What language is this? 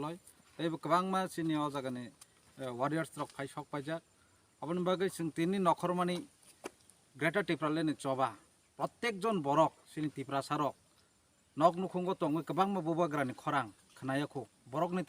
Kok Borok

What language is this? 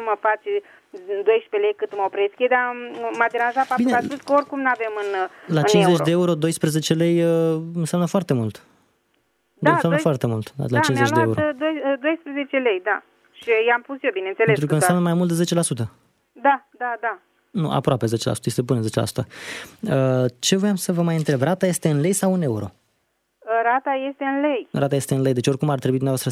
Romanian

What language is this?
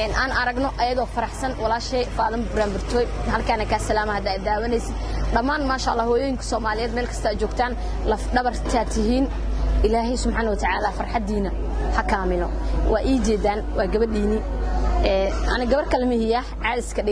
Somali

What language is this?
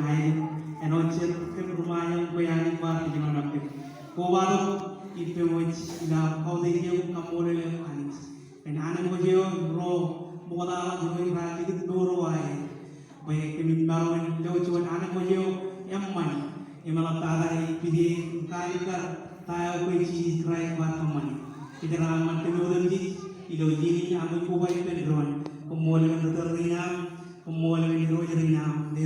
Marshallese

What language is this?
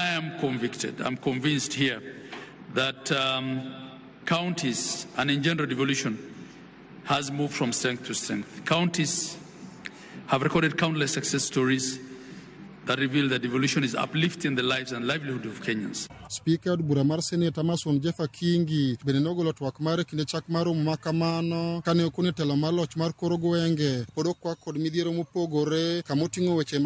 Luo (Kenya and Tanzania)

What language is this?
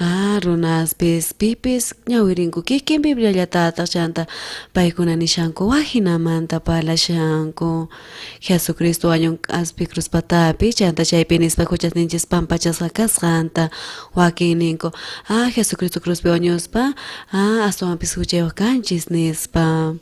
South Bolivian Quechua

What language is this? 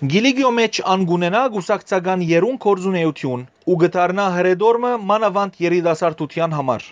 Western Armenian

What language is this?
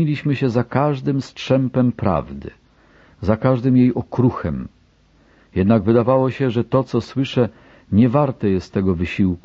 Polish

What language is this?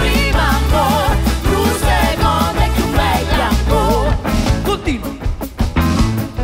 Italian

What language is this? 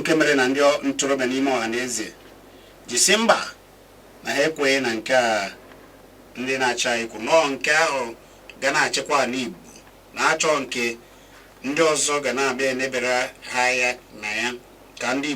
Igbo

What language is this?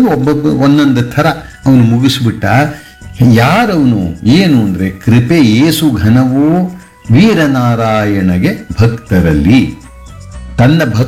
Kannada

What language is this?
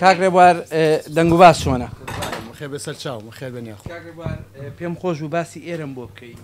Central Kurdish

